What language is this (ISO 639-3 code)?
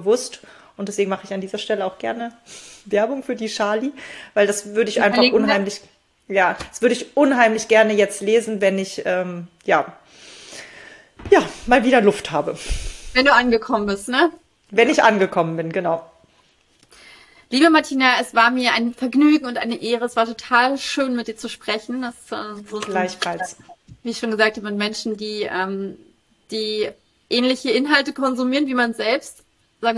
deu